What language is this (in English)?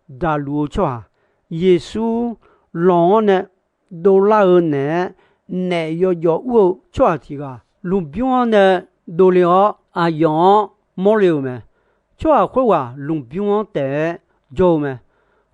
Akha